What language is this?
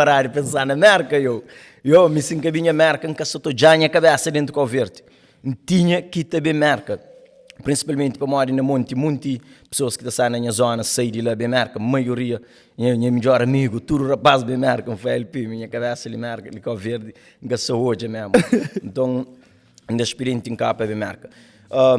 Kabuverdianu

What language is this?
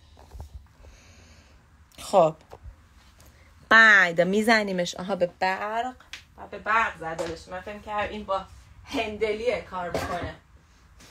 Persian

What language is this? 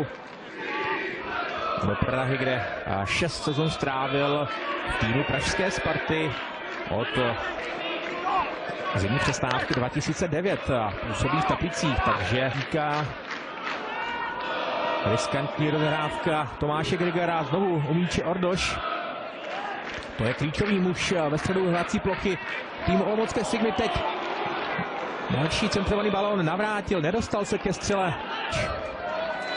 Czech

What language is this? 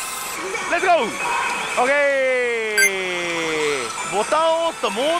Japanese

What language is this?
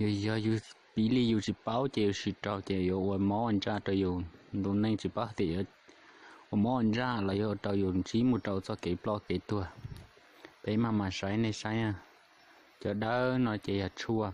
Hmong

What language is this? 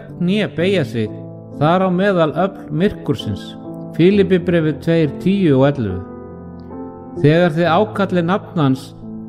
Icelandic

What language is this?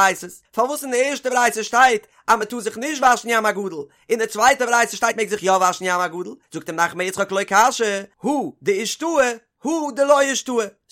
Yiddish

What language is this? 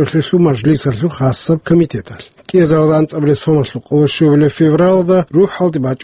Avaric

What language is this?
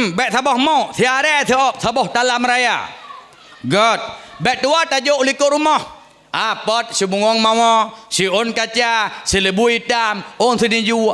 Achinese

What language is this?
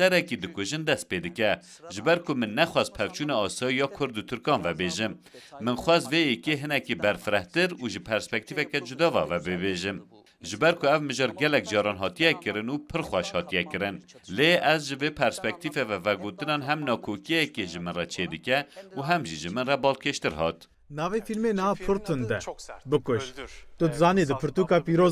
Kurdish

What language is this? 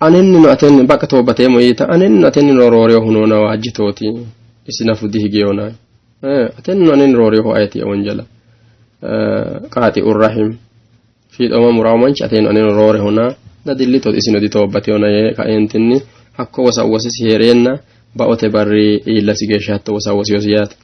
Sidamo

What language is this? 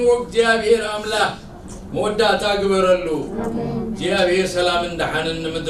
Tigrinya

